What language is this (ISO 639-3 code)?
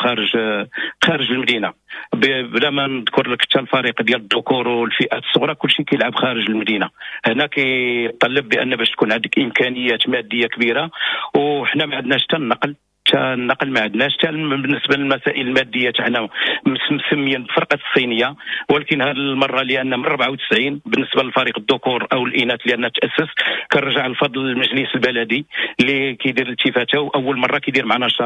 ary